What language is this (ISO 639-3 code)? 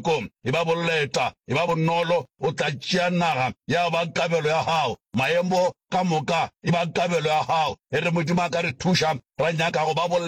nso